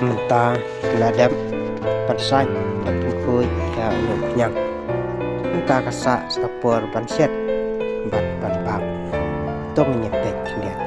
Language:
Khasi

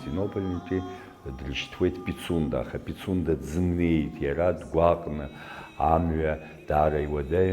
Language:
Abkhazian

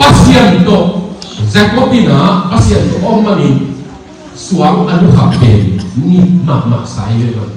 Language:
Tedim Chin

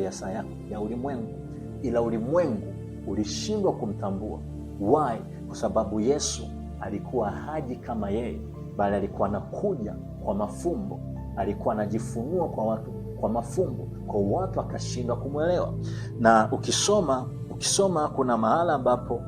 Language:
Swahili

